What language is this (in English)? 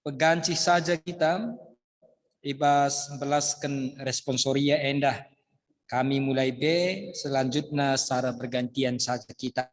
Batak Karo